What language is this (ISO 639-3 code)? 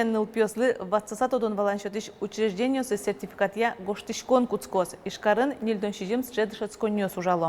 udm